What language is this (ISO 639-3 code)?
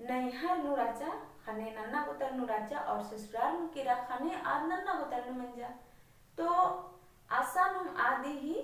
kru